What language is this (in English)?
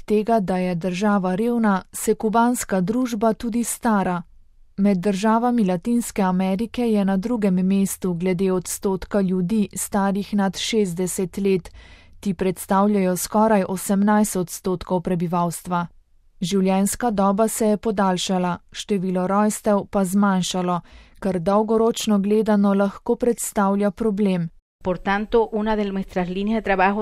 Slovenian